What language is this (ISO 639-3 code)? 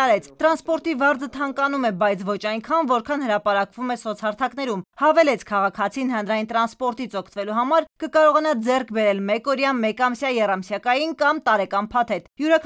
hye